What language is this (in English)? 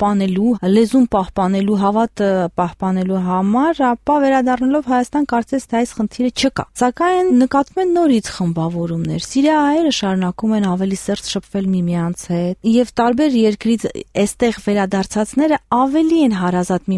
Armenian